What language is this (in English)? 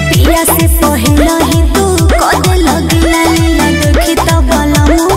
Bhojpuri